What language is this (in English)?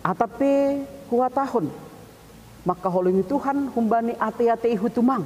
Batak Simalungun